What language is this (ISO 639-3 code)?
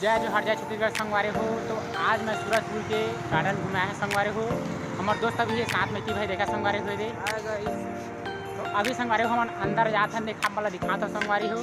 hne